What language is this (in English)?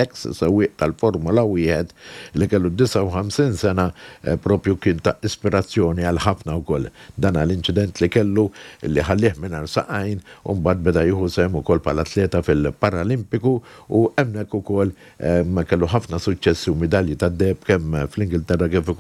Maltese